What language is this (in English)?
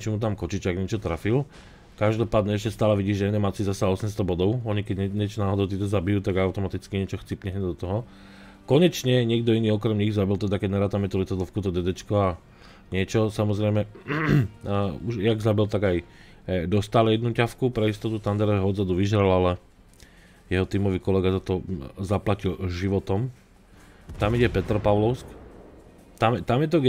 Slovak